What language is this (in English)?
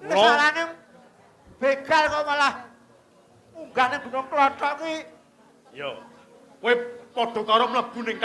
Javanese